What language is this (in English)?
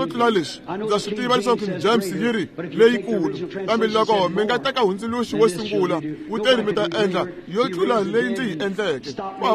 Tsonga